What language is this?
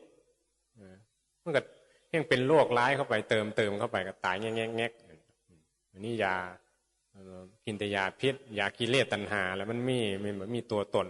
Northeastern Thai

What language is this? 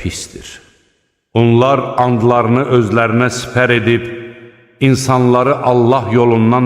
Azerbaijani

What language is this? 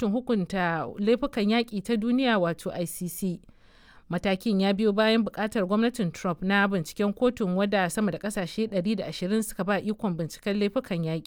Hausa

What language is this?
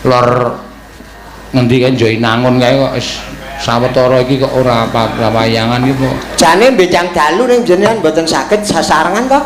Javanese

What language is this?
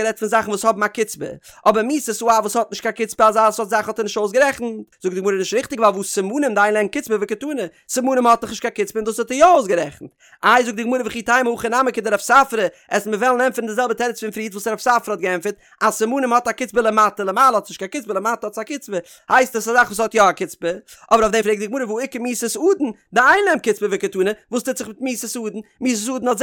Yiddish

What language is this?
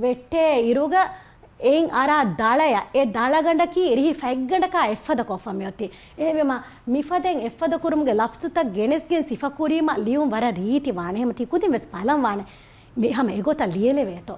Divehi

